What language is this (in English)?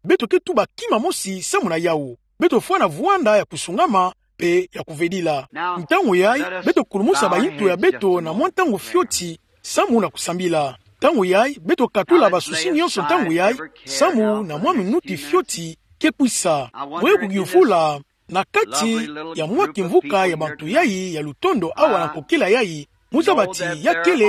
Kituba (Democratic Republic of Congo)